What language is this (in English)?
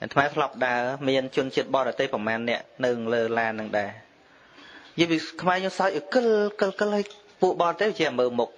Khmer